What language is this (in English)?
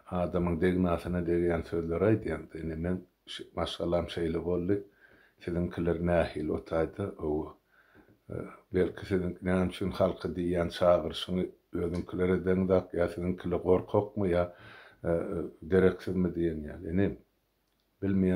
Turkmen